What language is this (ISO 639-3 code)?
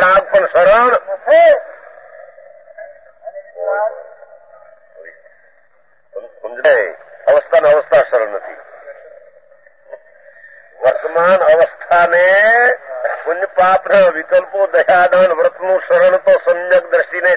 guj